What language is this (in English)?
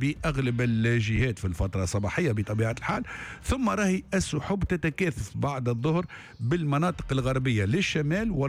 Tunisian Arabic